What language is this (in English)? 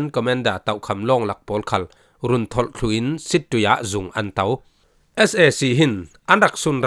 Falam Chin